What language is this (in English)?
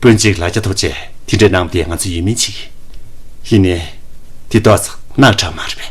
Tibetan